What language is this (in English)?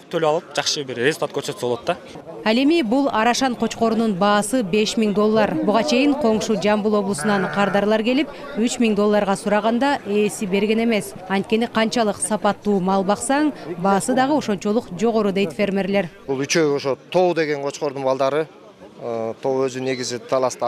Kyrgyz